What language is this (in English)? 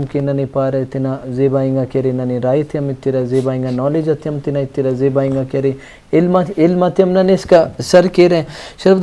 Brahui